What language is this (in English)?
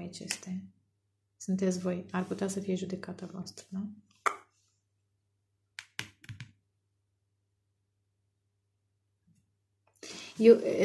Romanian